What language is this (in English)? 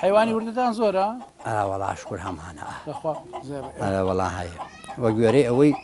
Central Kurdish